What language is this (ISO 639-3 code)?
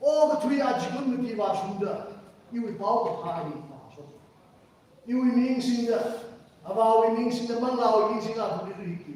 nmf